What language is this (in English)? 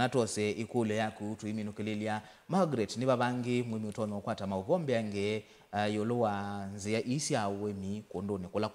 Kamba